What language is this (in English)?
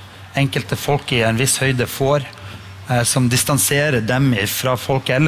Norwegian